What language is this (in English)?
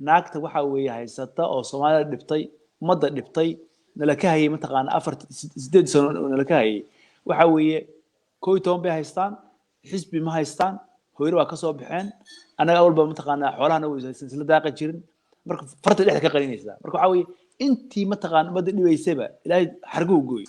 Somali